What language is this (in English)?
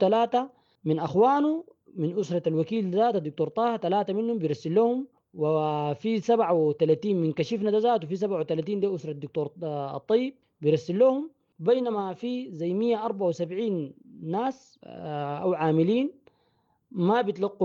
Sudanese Arabic